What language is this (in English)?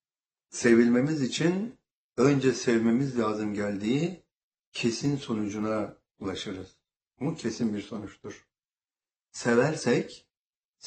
Turkish